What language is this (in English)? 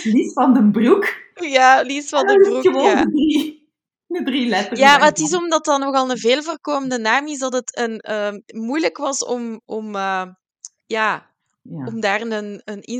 Dutch